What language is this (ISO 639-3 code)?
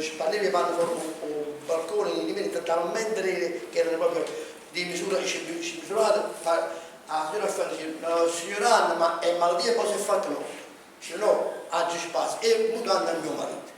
nap